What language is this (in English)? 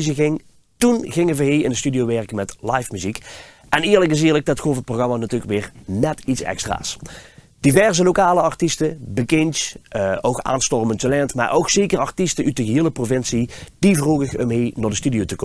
Limburgish